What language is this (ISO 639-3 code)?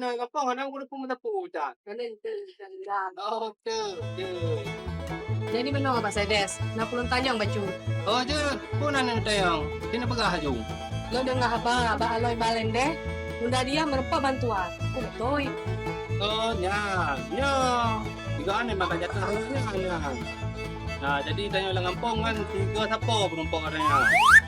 ace